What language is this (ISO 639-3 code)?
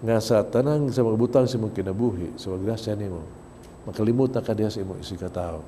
ceb